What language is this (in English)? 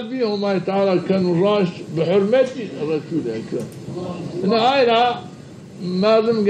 Zaza